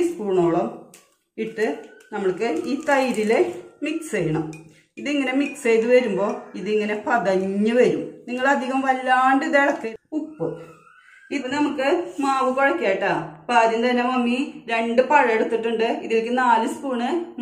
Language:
Malayalam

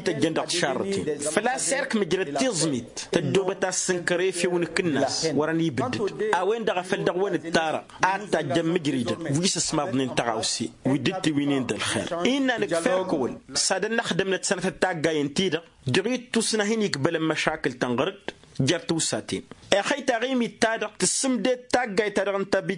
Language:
Tamasheq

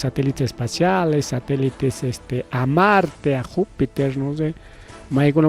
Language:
Ayacucho Quechua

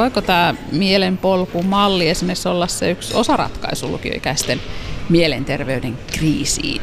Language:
Finnish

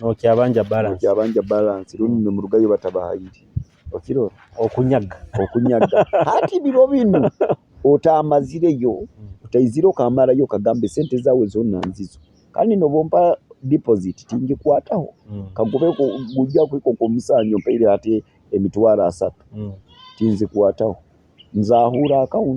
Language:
Nyoro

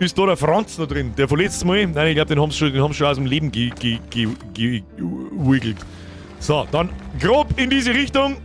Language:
Bavarian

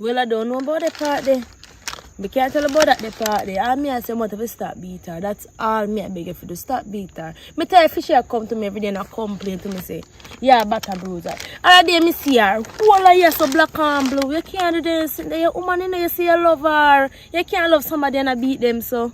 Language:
Jamaican Creole English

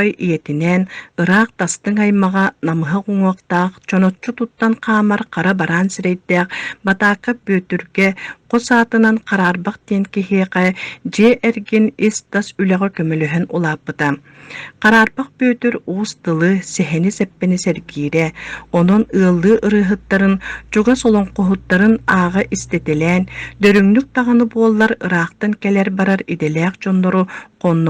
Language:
Yakut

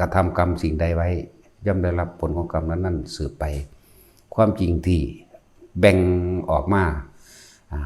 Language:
Lao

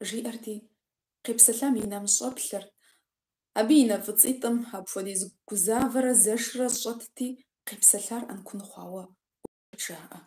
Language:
Kabardian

